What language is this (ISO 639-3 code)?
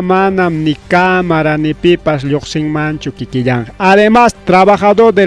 quy